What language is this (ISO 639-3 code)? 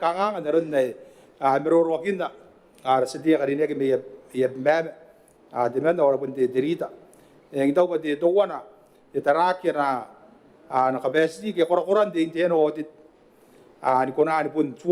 gil